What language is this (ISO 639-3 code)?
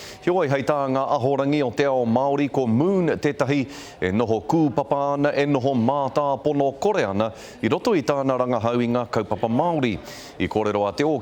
mri